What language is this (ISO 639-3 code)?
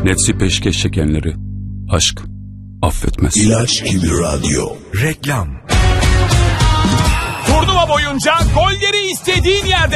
tur